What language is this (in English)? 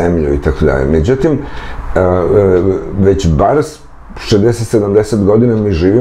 Serbian